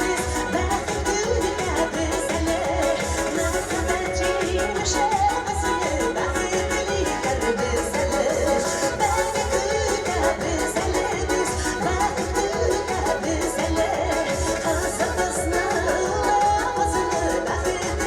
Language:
Tatar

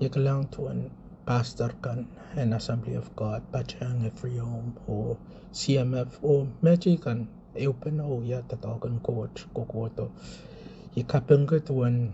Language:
Pohnpeian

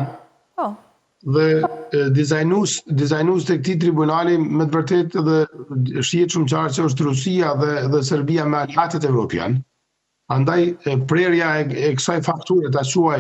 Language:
Albanian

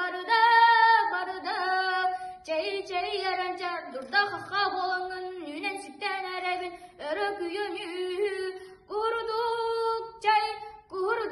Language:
Yakut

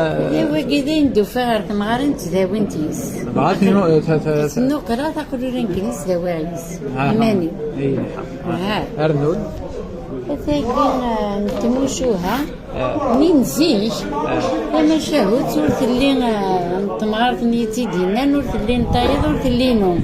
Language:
Kabyle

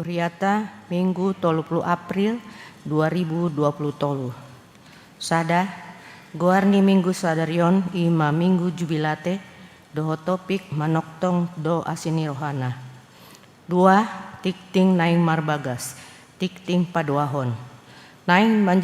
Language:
Batak Toba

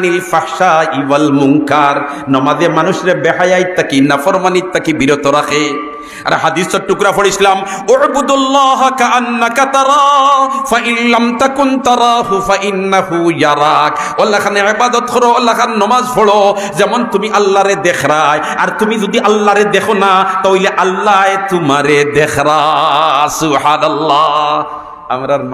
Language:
Sylheti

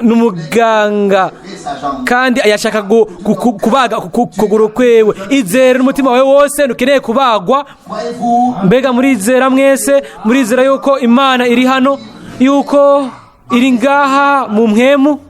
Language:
Rundi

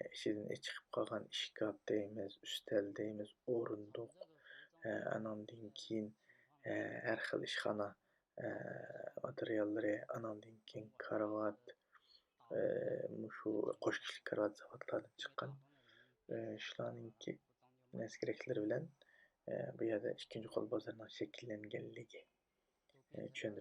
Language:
Uyghur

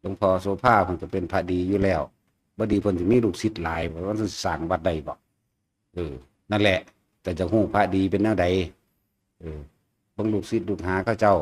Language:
Northeastern Thai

